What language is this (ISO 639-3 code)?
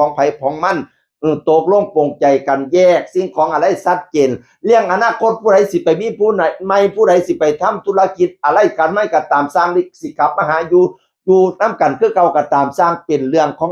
tts